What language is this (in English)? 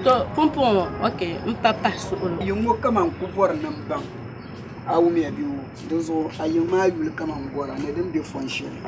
Dagbani